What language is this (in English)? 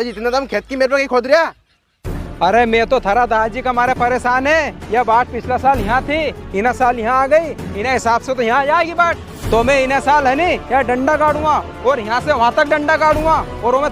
Rajasthani